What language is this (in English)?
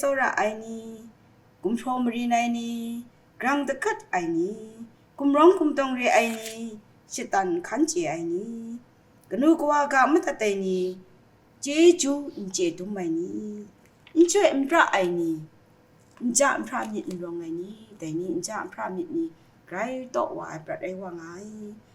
Kachin